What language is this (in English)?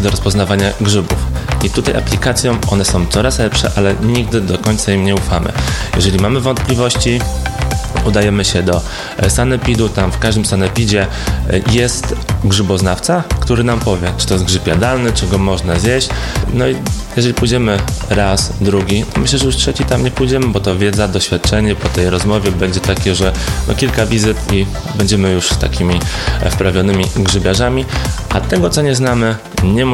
Polish